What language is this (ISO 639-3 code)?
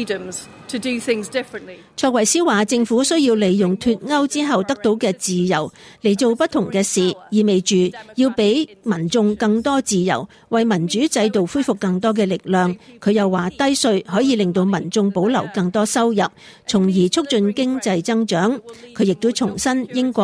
yue